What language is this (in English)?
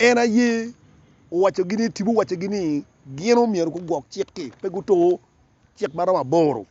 Acoli